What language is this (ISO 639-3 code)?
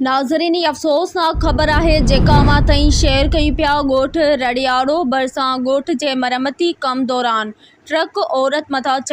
snd